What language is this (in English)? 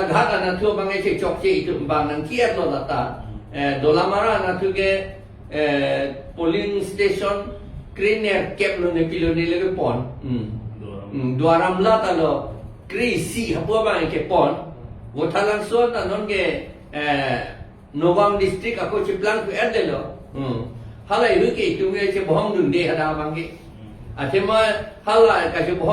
Karbi